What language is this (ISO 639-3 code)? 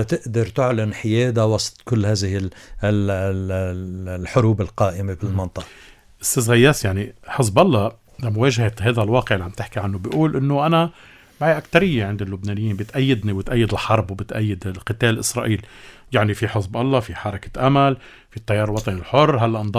apc